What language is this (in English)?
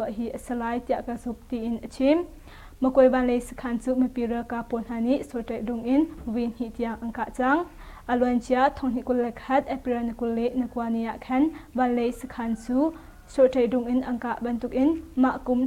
Hakha Chin